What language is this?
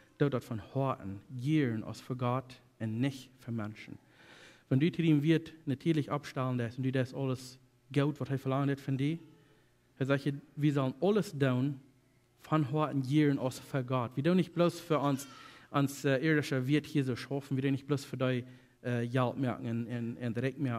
Plautdietsch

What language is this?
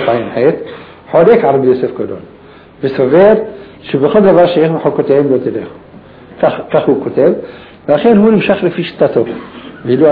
Hebrew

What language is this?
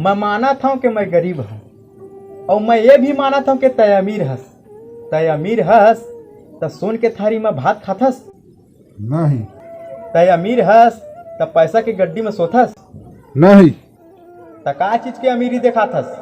Chhattisgarhi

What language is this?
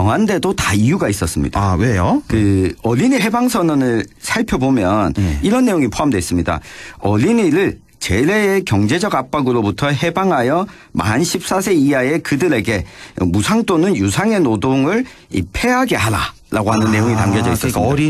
Korean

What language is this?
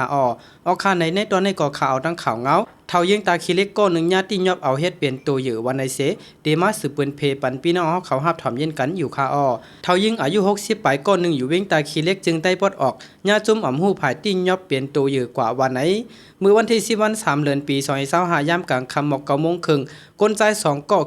Shan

